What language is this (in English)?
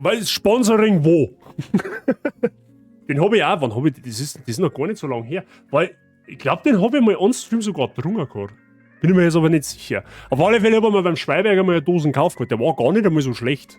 Bavarian